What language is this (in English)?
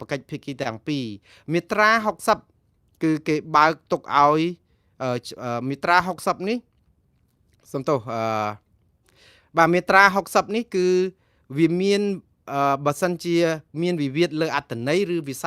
Khmer